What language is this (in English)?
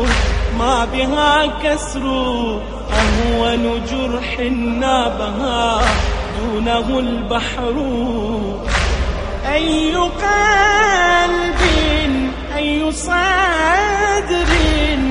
Arabic